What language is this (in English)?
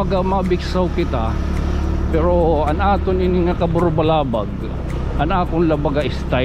Waray